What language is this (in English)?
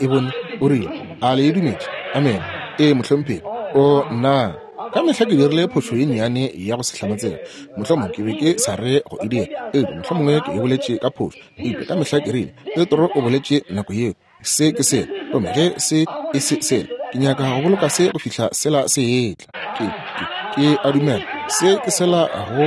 Northern Sotho